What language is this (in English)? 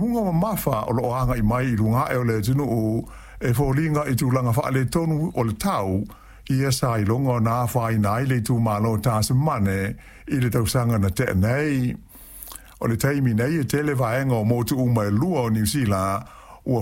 Samoan